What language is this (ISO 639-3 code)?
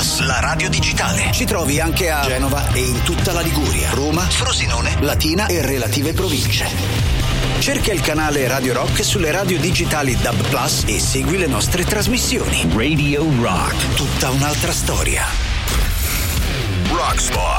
ita